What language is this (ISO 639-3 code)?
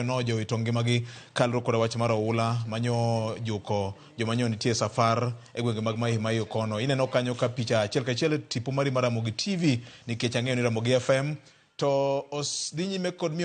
luo